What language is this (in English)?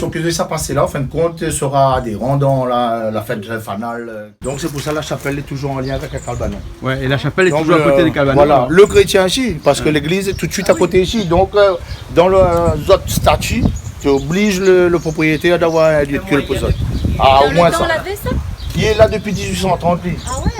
Réunion Creole French